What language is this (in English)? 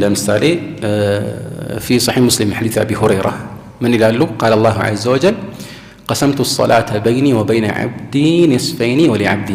Amharic